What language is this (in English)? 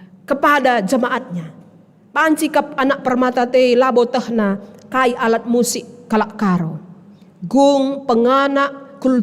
Batak Karo